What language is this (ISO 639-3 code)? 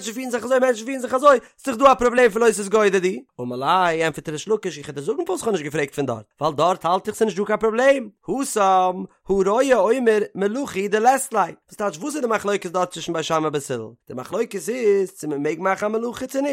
yid